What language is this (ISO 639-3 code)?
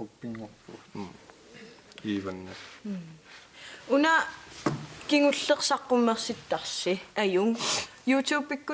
kal